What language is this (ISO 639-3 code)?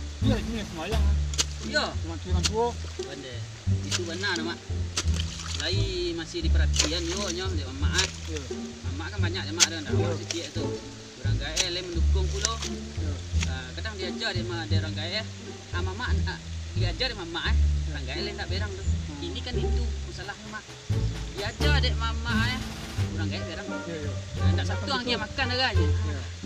min